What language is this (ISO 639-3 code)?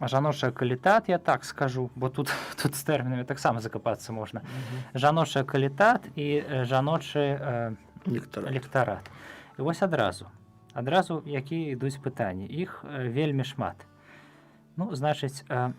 bel